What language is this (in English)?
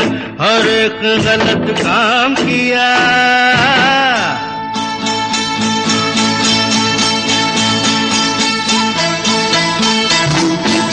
Hindi